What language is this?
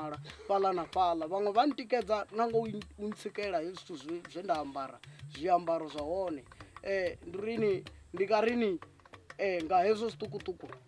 Venda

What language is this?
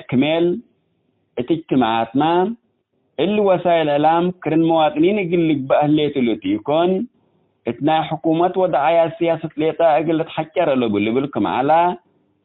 Tigre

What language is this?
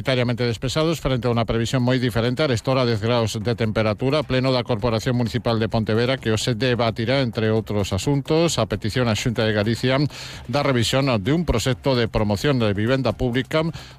Galician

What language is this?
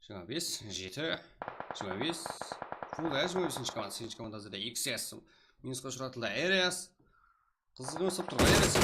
Kara-Kalpak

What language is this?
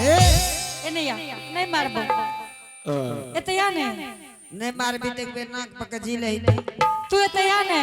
Angika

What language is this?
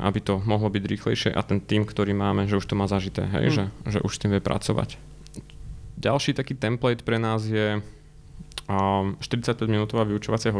Slovak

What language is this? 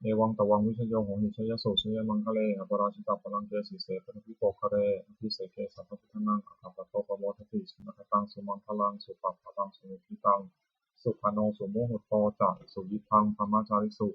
Pali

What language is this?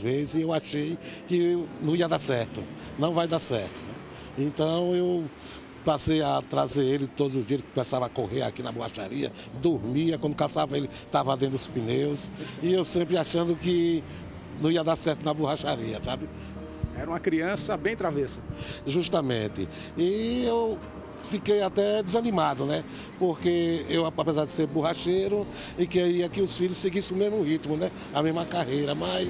Portuguese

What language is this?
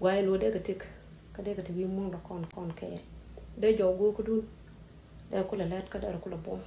Nuer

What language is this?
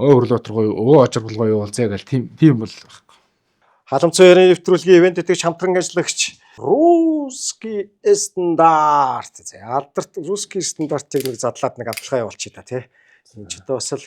Mongolian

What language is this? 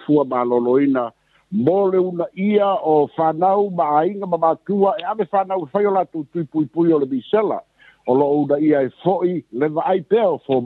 Samoan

